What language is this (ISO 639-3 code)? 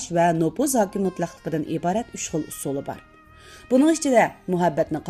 uig